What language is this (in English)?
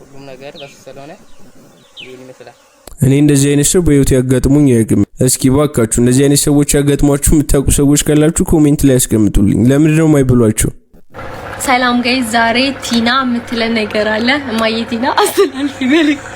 Amharic